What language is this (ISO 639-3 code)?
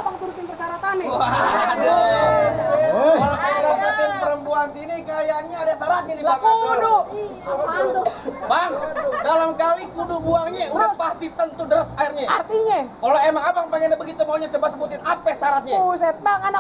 bew